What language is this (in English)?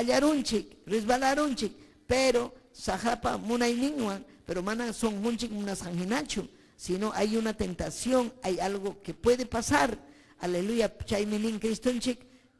Ayacucho Quechua